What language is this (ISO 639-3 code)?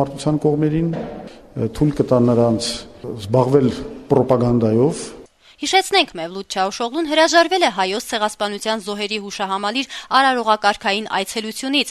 hye